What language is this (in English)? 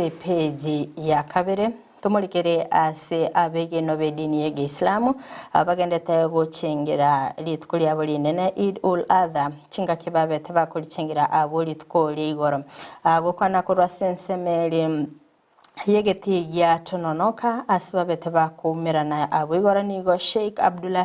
Gusii